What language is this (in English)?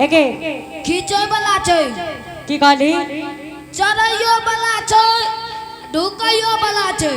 Angika